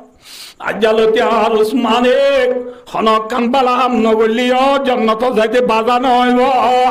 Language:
Rohingya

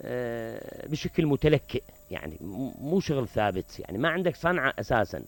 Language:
Mesopotamian Arabic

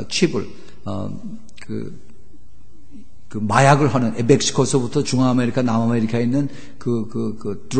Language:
Korean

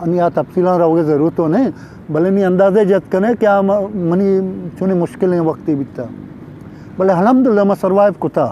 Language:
Eastern Balochi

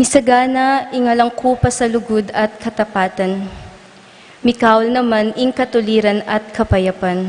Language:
Pampanga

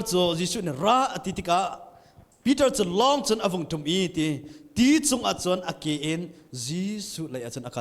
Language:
Hakha Chin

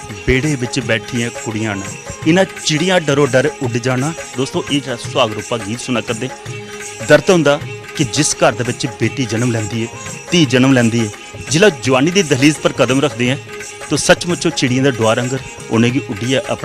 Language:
Dogri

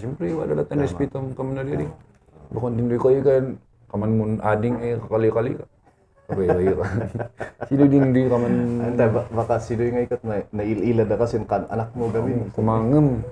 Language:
Kankanaey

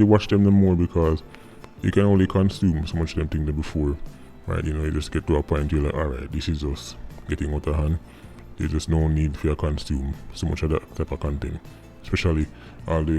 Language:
Jamaican Creole English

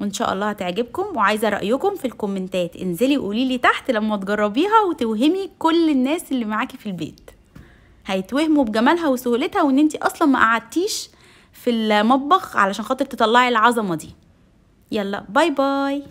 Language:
Egyptian Arabic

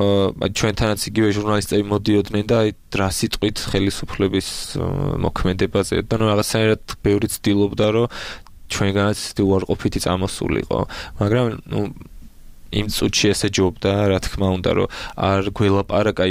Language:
Georgian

